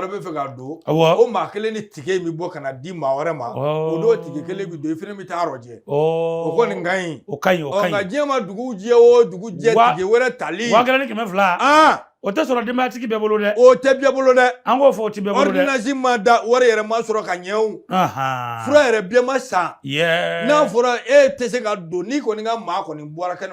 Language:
Bambara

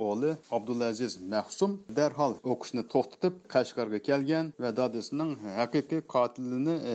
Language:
Uyghur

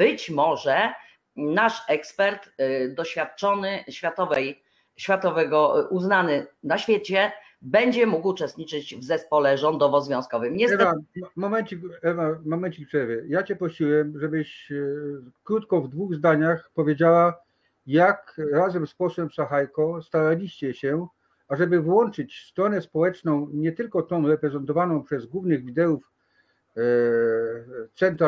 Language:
Polish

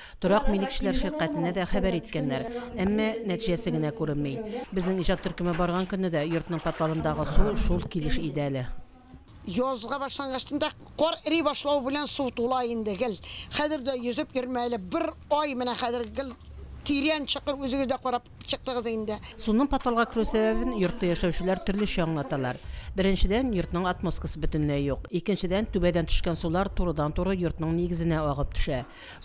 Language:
Tatar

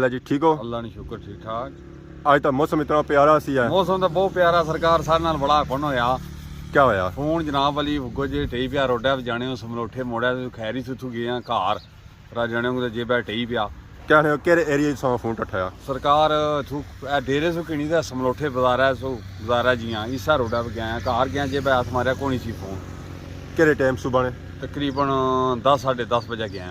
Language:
Pahari-Potwari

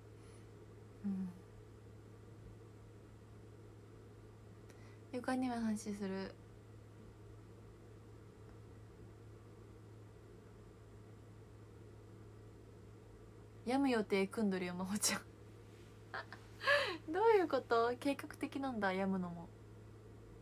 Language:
Japanese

